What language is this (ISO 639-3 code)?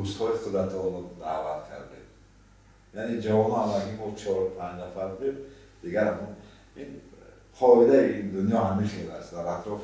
tgk